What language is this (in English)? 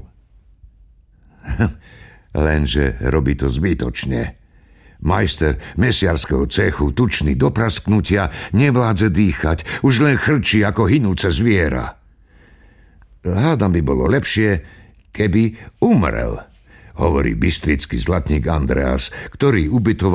Slovak